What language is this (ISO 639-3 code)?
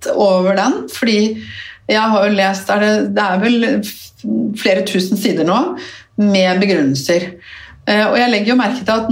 nor